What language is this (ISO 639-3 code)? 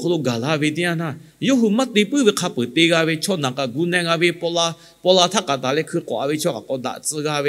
lhu